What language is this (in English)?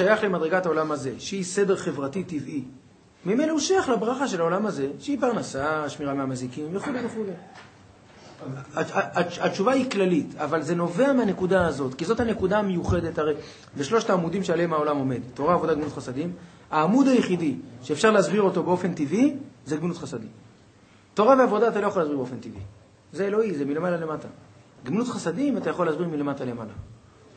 Hebrew